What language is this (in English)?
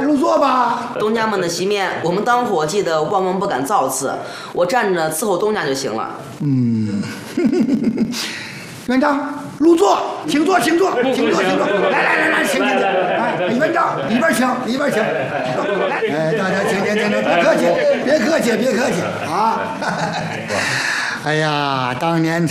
Chinese